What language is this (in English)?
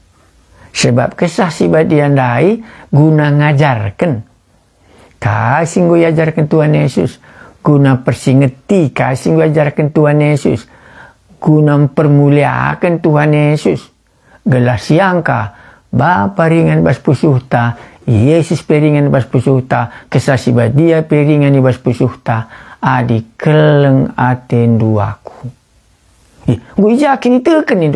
Batak Karo